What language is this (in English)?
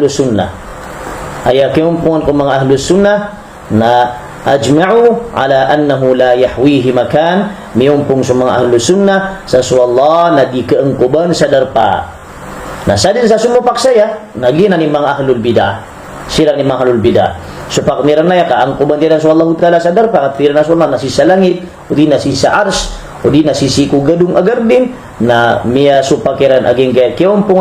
Maranao